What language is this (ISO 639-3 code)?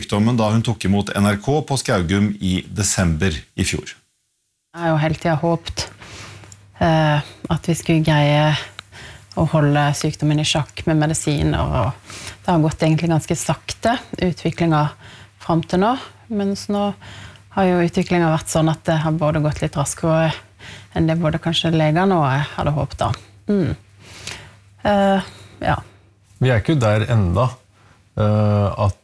nor